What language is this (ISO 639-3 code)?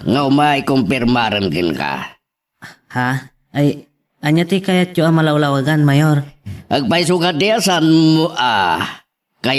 ilo